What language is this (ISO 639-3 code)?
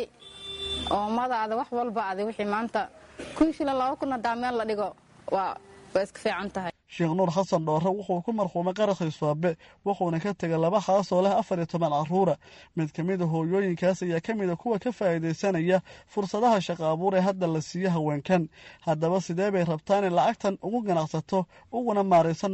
som